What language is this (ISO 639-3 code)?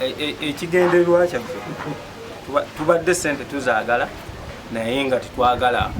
lug